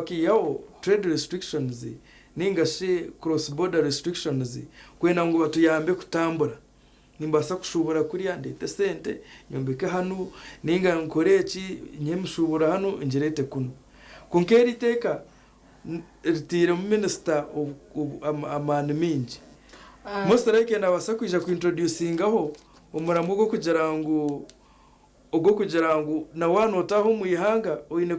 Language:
Nyankole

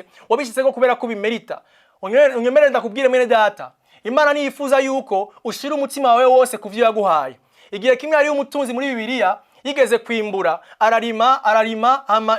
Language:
Rundi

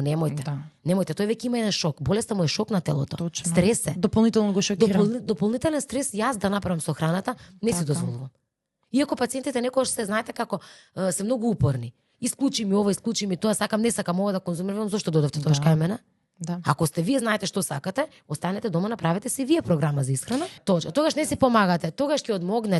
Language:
Macedonian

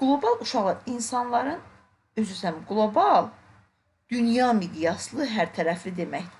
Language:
Azerbaijani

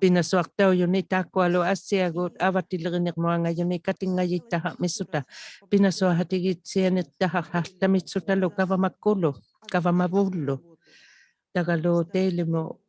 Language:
Inuktitut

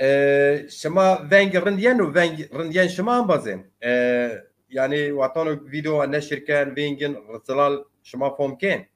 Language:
Zaza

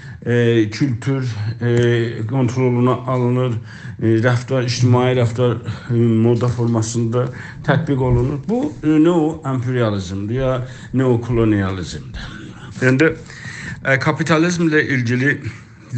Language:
South Azerbaijani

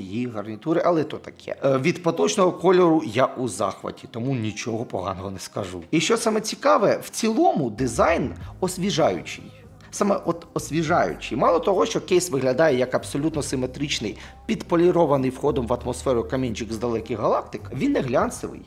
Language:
Ukrainian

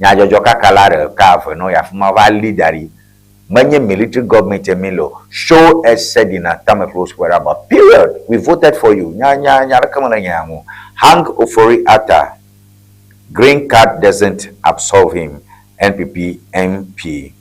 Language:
Ewe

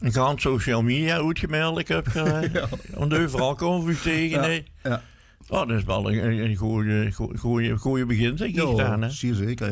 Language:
Limburgish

